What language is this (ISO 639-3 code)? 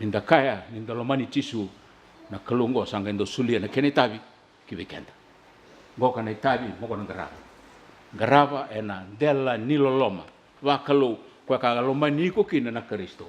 fij